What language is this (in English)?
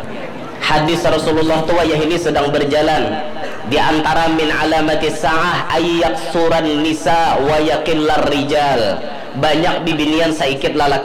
Banjar